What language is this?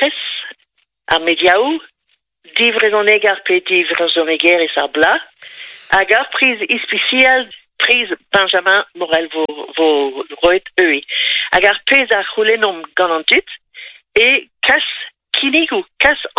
Breton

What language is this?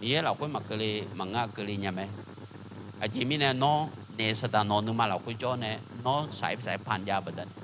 Akha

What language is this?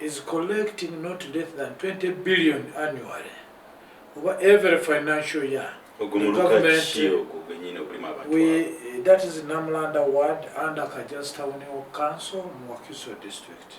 Ganda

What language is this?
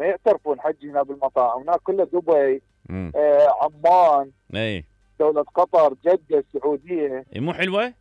Mesopotamian Arabic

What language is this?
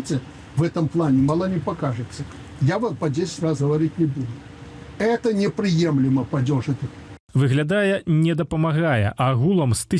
Belarusian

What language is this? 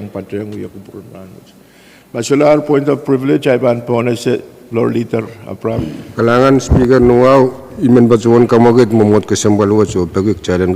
Pohnpeian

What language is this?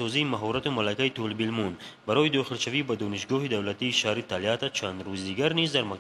Tajik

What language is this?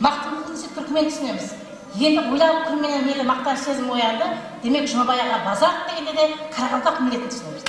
Kara-Kalpak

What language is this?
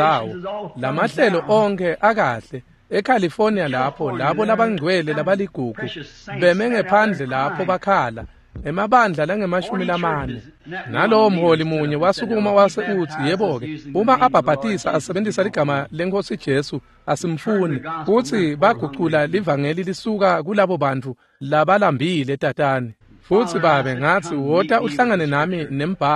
Swati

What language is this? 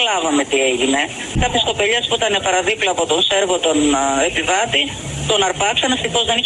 Greek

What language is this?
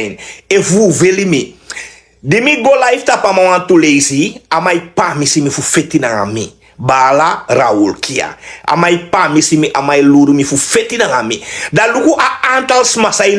Sranan Tongo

